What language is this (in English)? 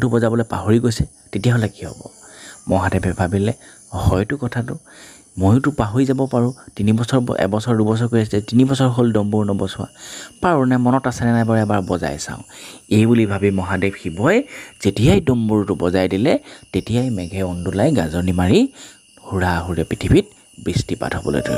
Assamese